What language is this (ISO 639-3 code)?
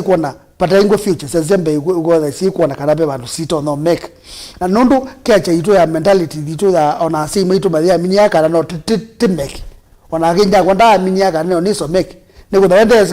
kam